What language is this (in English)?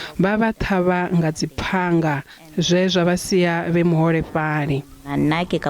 Venda